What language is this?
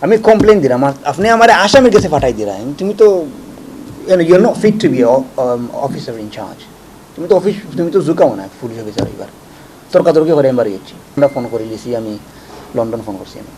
Sylheti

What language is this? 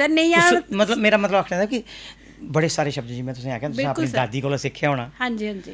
Dogri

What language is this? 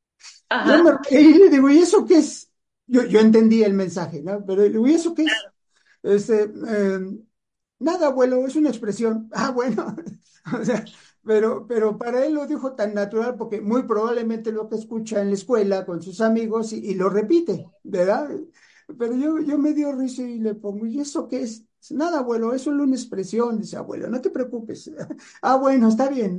Spanish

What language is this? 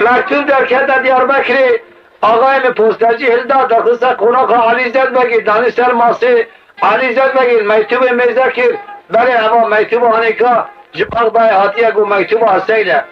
Kurdish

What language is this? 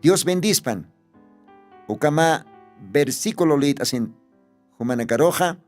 Aymara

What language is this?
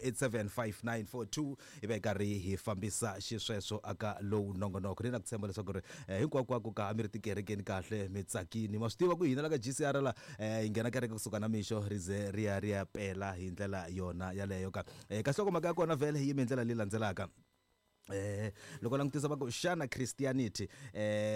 Tsonga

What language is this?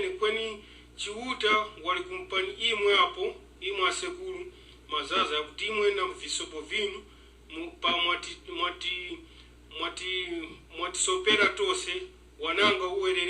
Tumbuka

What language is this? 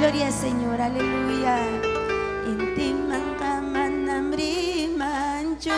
Ayacucho Quechua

